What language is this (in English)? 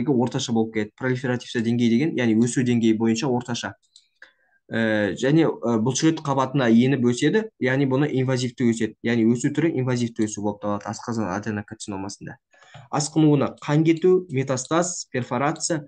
Kazakh